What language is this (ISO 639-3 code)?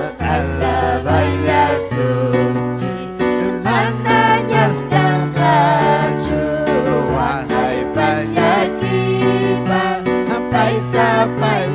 quy